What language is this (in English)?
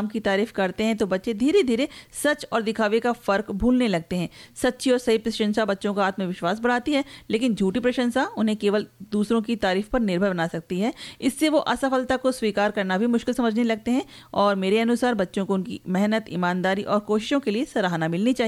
Hindi